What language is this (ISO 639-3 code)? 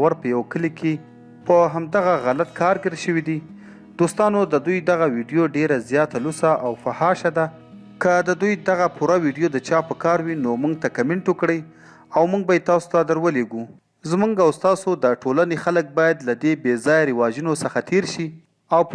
pus